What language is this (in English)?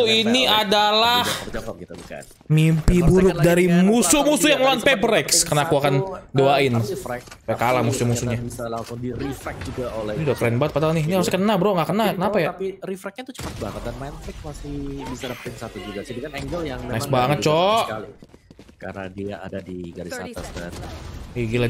Indonesian